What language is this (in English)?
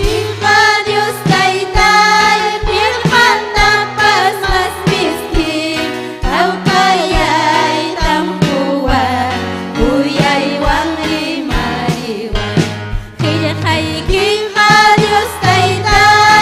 Ayacucho Quechua